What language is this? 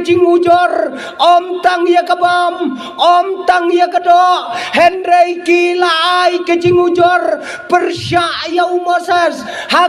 Khasi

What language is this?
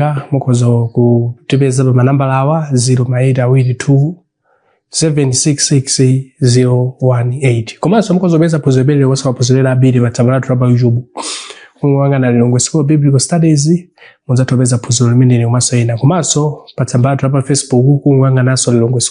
Nyanja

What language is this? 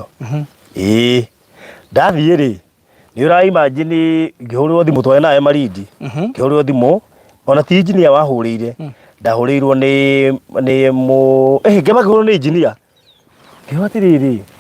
Kikuyu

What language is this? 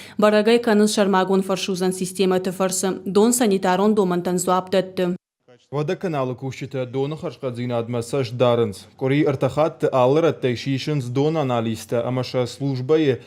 Ossetic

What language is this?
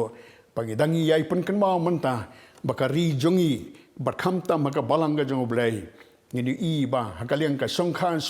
Khasi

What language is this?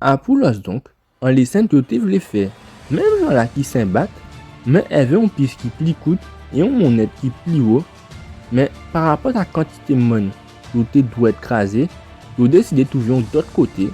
Guadeloupean Creole French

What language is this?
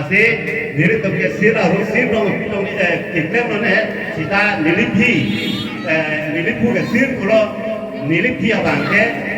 Karbi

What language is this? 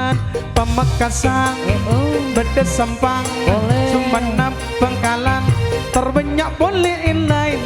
Madurese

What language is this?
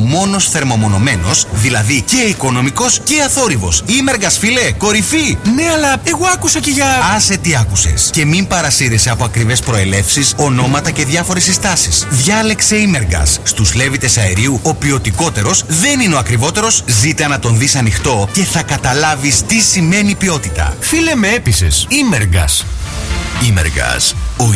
Greek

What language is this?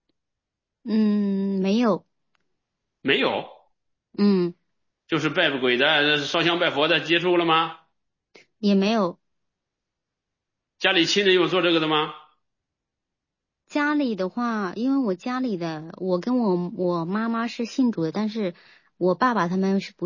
Chinese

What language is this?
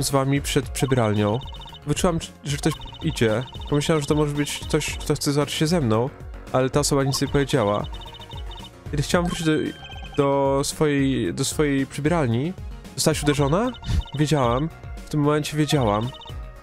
Polish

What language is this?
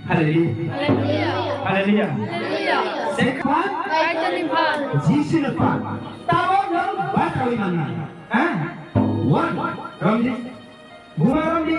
Kok Borok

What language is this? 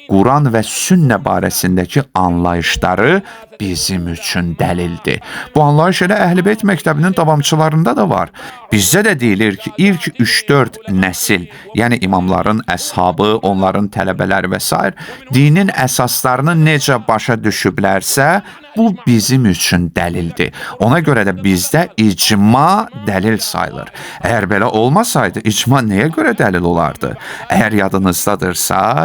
Azerbaijani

